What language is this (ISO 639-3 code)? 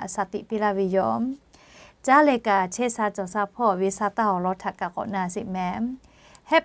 lhu